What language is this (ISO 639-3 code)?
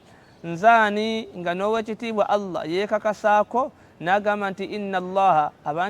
lug